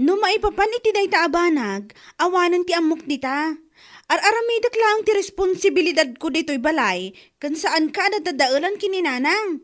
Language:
Iloko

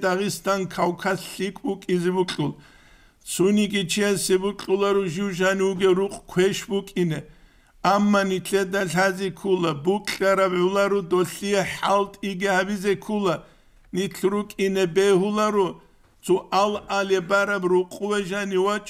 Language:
Avaric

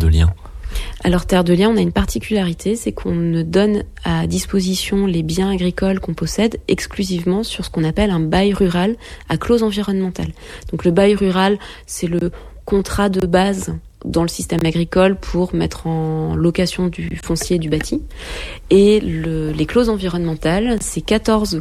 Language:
French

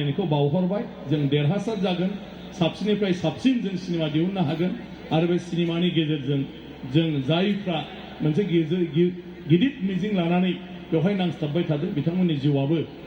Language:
Bodo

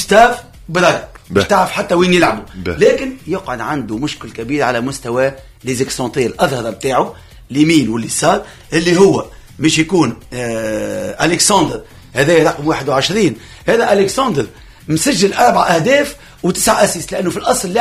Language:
Tunisian Arabic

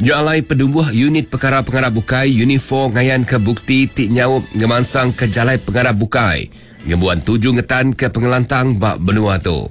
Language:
Iban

